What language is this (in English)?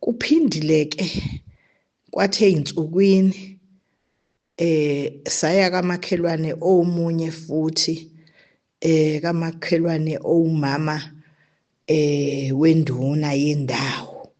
Zulu